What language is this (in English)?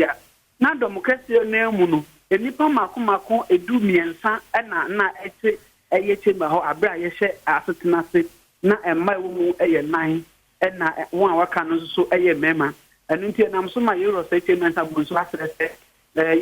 Akan